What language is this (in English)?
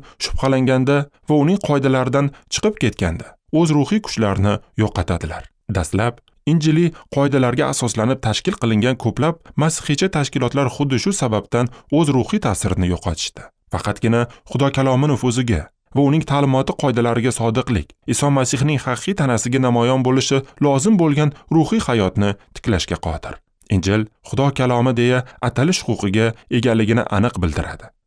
Uzbek